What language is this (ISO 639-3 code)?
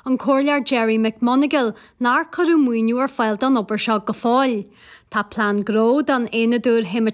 gle